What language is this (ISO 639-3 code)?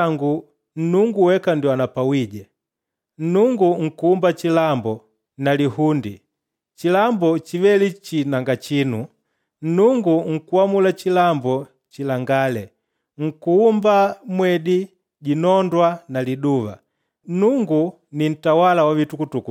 kde